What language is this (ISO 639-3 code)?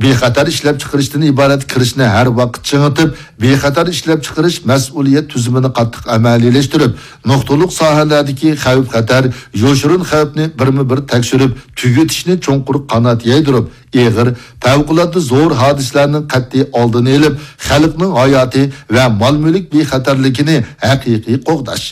uig